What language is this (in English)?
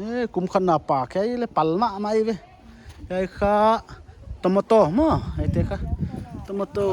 Paite Chin